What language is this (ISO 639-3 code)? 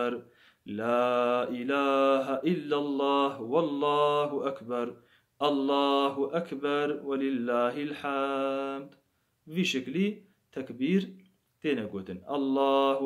kur